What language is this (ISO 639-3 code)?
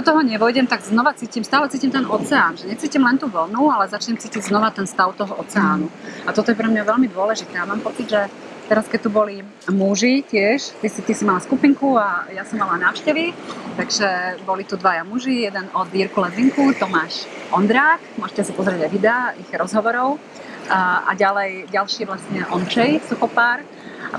slk